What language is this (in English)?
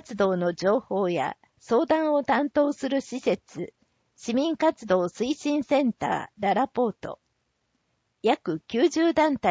Japanese